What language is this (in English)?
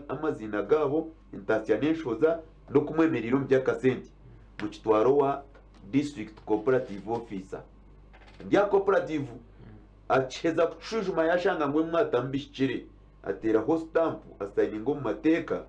Nyankole